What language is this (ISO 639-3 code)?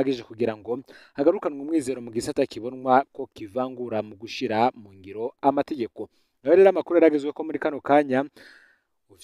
run